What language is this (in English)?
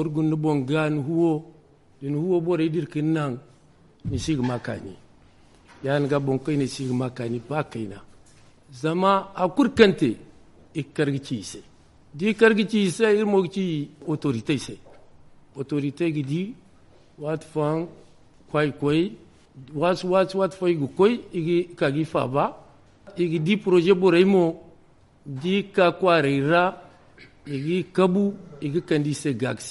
Zarma